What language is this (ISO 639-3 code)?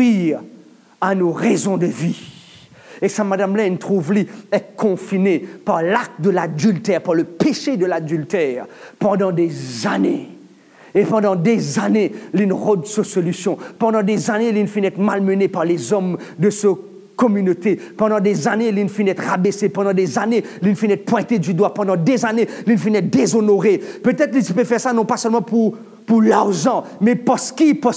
mfe